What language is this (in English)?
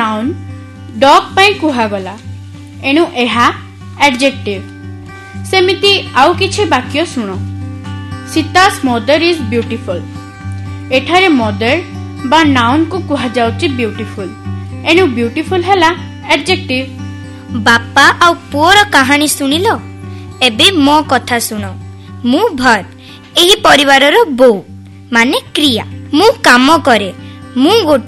Odia